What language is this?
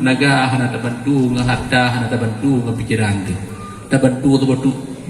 Achinese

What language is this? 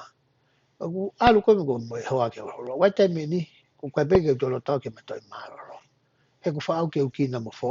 Tongan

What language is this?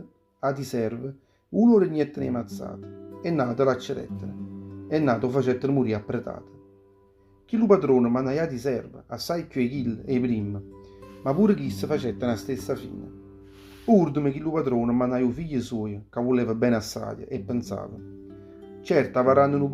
Neapolitan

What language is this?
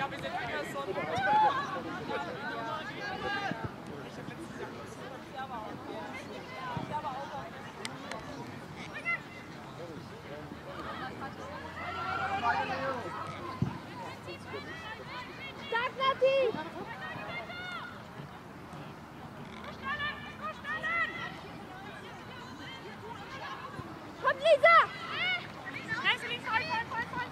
German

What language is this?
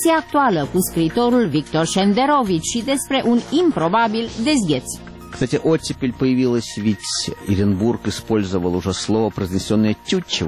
Romanian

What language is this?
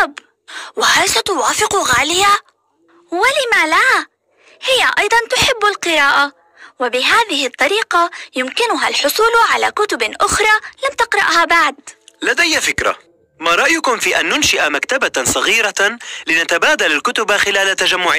Arabic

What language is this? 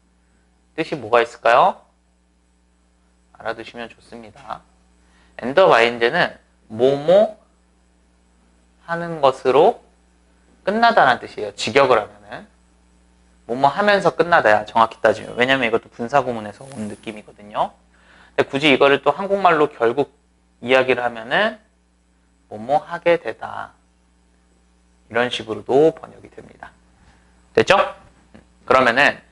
Korean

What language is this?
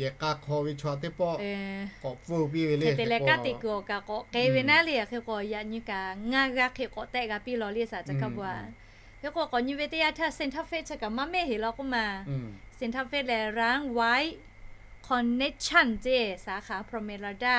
Lahu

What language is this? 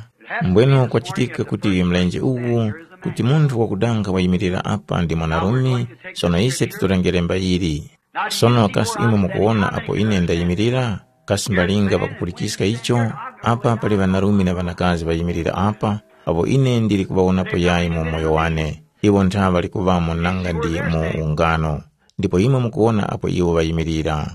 Tumbuka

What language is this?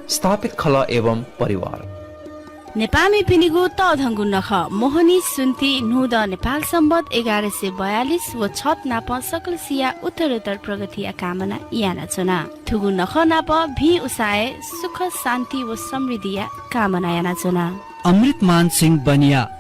Newari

